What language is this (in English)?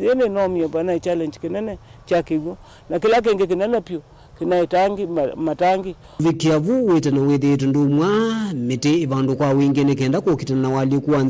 Kamba